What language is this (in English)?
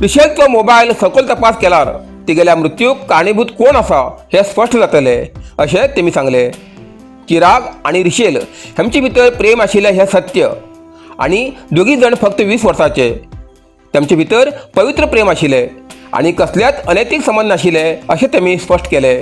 Konkani